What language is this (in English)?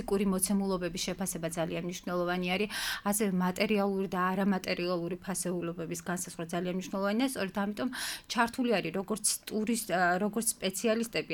Georgian